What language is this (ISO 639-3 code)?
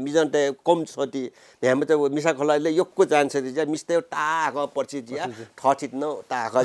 new